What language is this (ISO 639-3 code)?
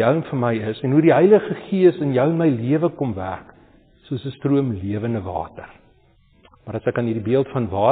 afr